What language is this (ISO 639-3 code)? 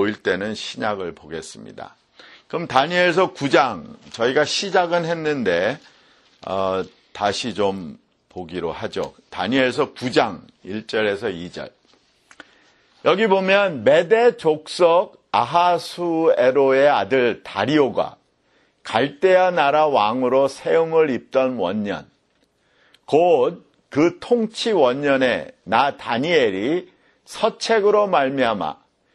kor